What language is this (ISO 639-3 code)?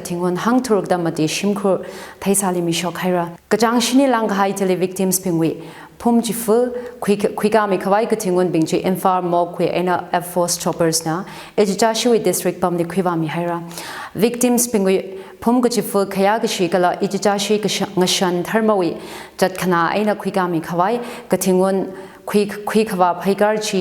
nmf